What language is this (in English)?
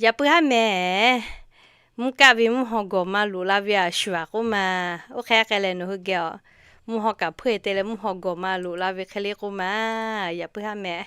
Lahu